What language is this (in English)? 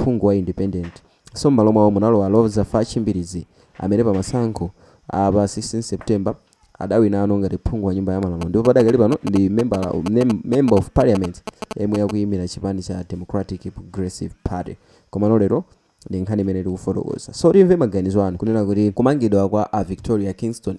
Nyanja